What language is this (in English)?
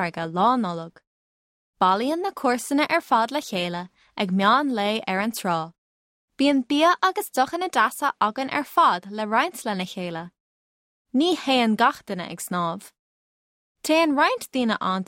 Irish